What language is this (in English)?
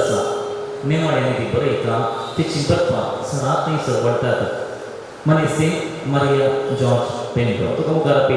Konkani